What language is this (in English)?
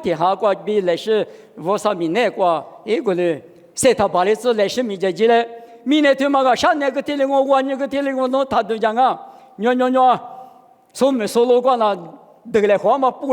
Lisu